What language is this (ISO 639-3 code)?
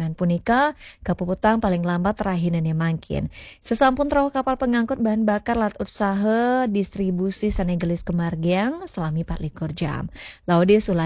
ban